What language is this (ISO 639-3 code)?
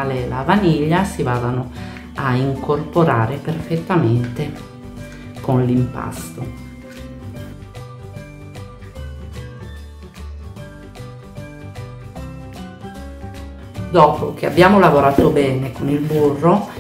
ita